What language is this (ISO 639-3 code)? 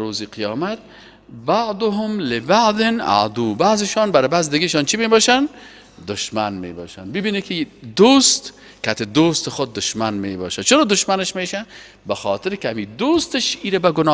fas